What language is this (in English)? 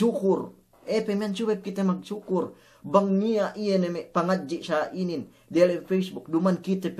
Yakan